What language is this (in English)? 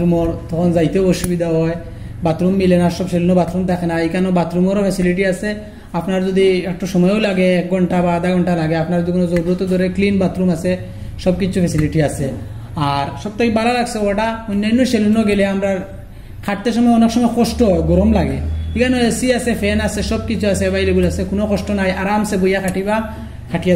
Sylheti